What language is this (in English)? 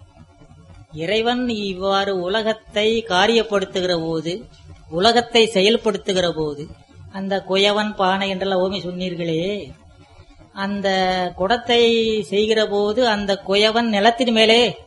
Tamil